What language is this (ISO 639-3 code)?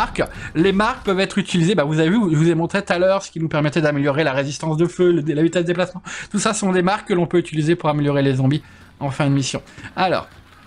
fra